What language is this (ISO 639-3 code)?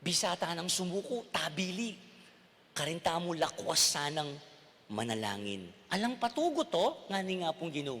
pam